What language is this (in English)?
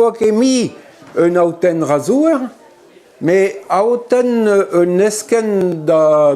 Breton